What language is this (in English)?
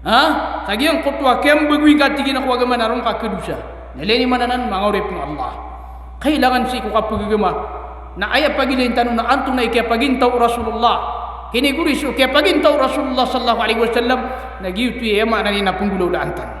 Maranao